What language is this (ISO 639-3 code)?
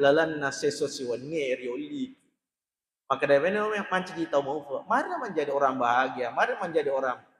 bug